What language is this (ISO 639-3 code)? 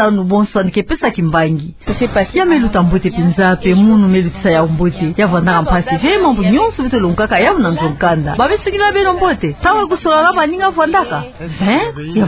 ktu